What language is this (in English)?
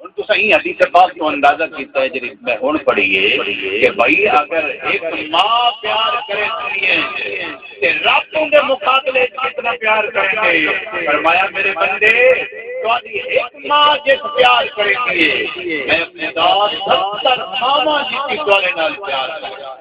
Saraiki